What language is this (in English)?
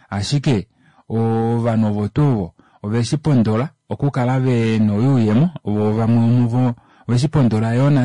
Kuanyama